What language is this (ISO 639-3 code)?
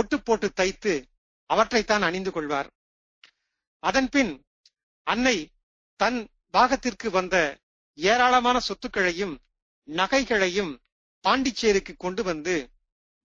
tam